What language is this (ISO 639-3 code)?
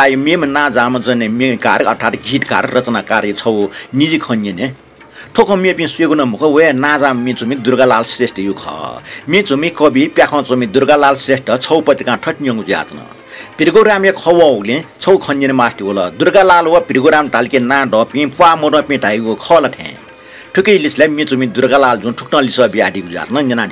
new